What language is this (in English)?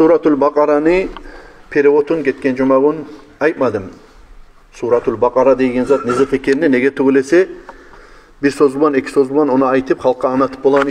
Kumyk